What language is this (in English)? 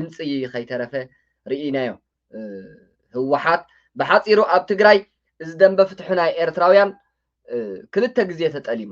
Tigrinya